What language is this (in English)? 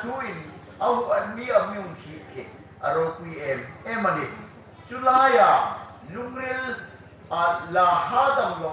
Hmar